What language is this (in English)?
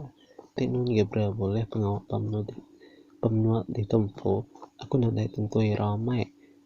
Iban